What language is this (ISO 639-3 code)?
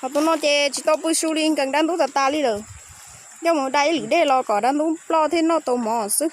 hmn